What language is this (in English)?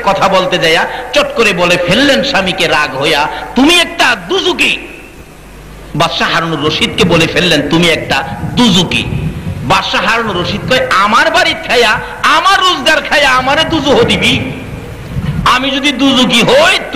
Bangla